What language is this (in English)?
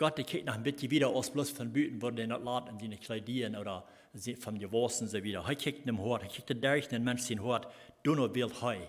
Plautdietsch